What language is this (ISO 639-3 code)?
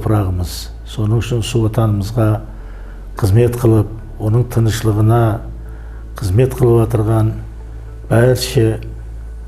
kaa